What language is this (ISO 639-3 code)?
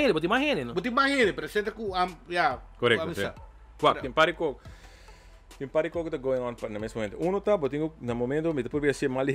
pap